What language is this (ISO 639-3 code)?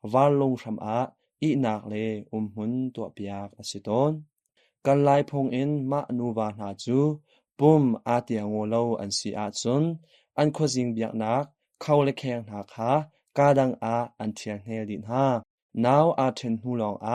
cnh